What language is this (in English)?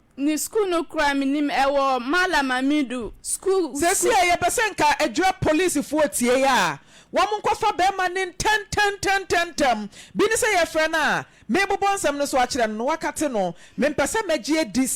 Akan